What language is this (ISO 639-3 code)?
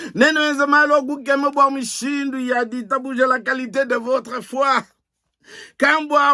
lua